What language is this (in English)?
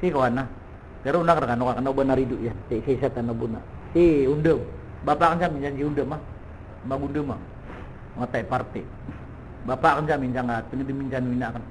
Maranao